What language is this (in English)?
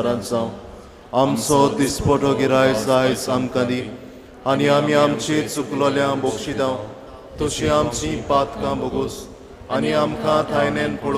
Konkani